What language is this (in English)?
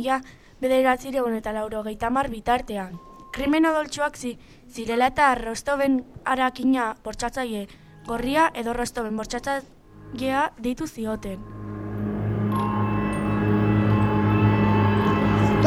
Basque